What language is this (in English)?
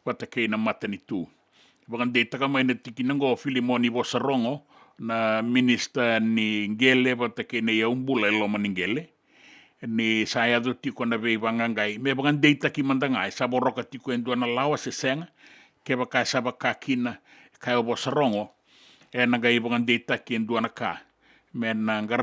Fijian